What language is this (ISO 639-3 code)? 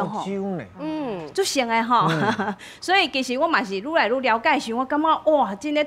nan